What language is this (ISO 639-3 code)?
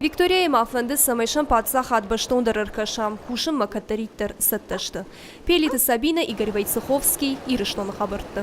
oss